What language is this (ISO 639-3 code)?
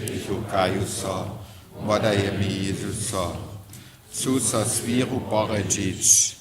hsb